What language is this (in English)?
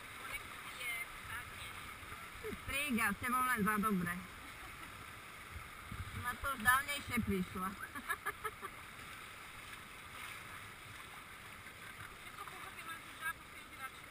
Slovak